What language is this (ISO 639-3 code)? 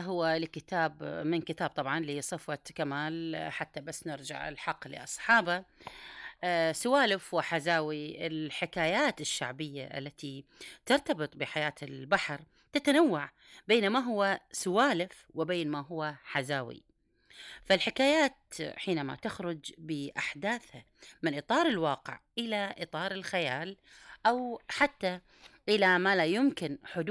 afb